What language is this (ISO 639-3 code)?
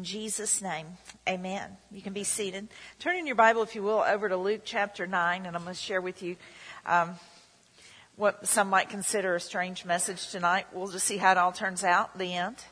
eng